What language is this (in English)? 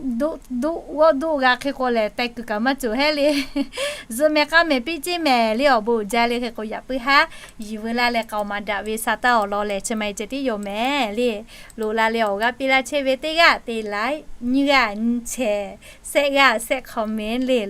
Lahu